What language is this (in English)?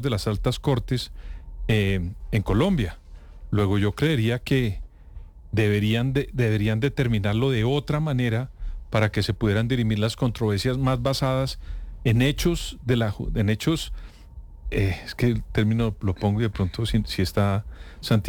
Spanish